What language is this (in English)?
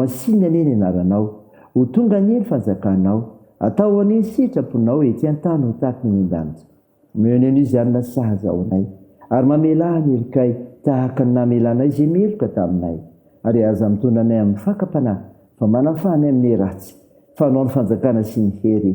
Malagasy